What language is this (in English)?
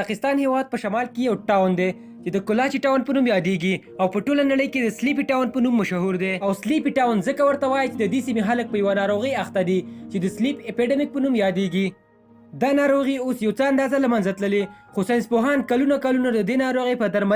Pashto